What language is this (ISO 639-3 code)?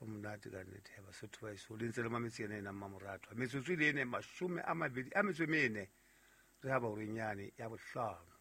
sot